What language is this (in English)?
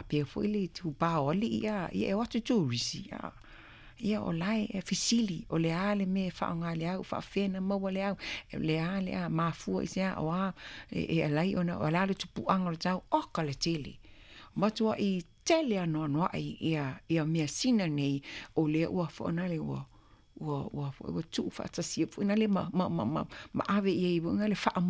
Samoan